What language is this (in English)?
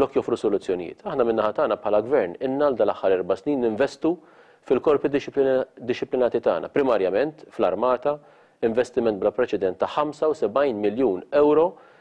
Maltese